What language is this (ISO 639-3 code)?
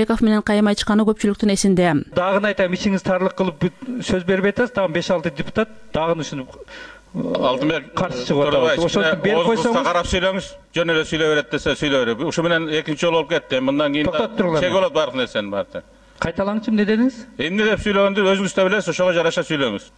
kir